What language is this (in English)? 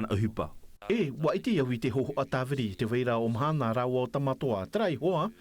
Tahitian